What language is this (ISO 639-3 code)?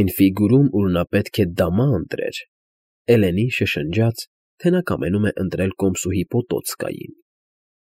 hye